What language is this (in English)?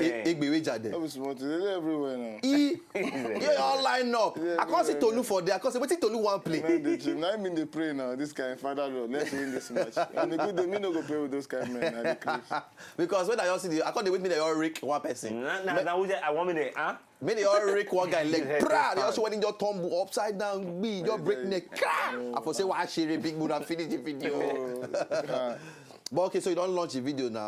Nigerian Pidgin